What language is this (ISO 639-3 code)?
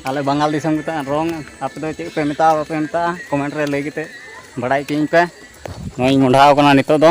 sat